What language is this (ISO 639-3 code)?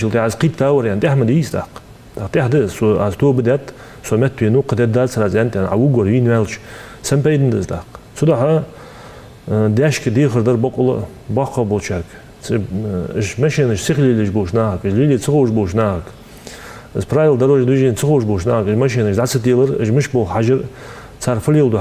inh